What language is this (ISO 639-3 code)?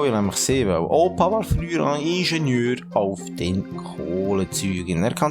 gsw